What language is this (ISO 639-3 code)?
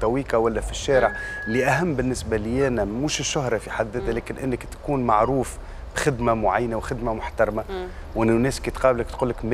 aeb